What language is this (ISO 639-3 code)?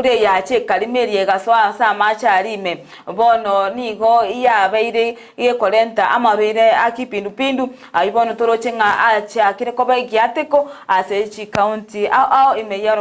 guz